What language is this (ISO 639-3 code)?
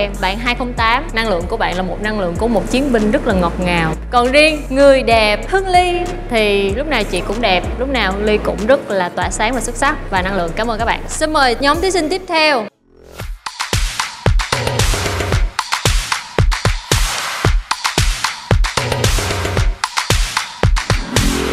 vie